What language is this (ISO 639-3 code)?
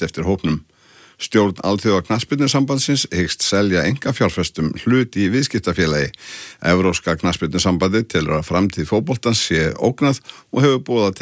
isl